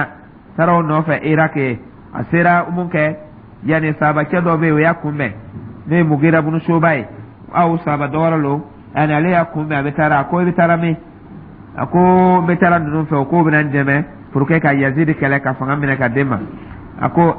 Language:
Dyula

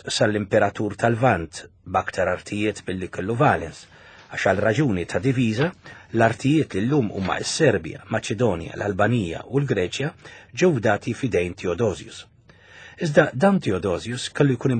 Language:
Maltese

